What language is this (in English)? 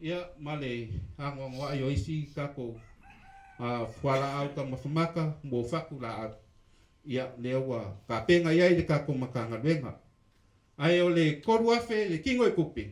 Samoan